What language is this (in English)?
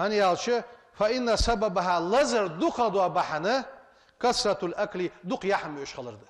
Ingush